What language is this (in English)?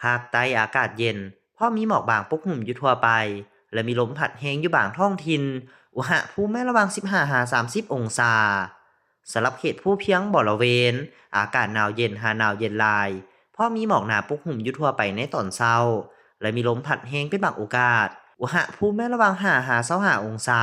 Lao